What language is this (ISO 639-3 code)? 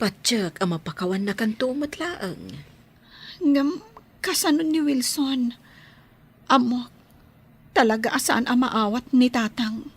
ilo